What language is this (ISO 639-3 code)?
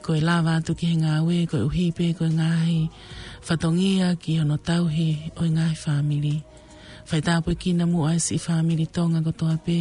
ton